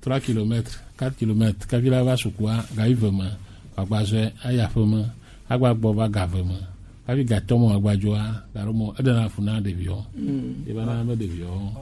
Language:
Gen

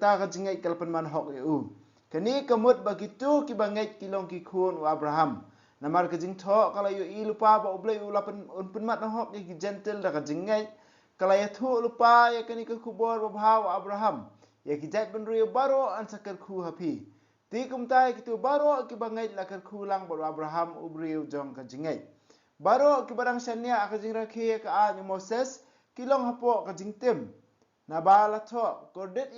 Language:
Khasi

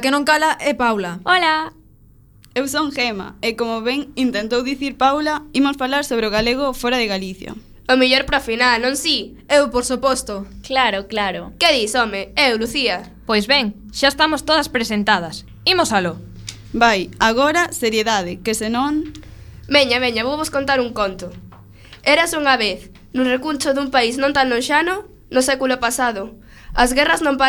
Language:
Galician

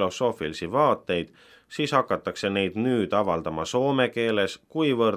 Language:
Estonian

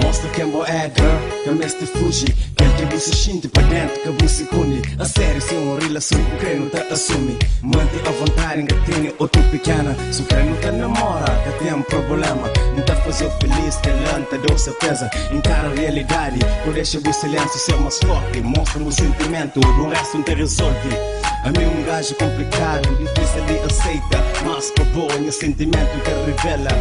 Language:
Kabuverdianu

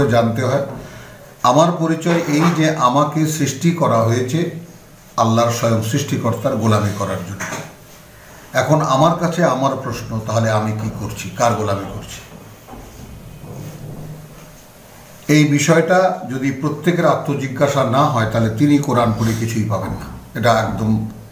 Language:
Bangla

